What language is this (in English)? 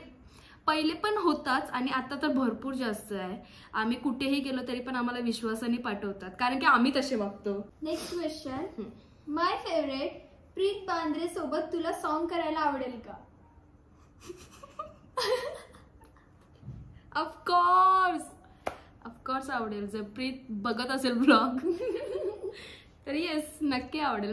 Marathi